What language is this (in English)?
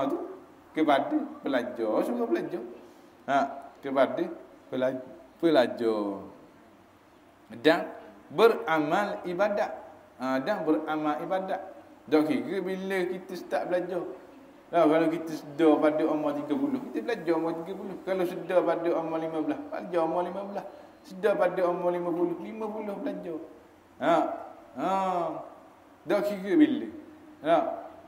Malay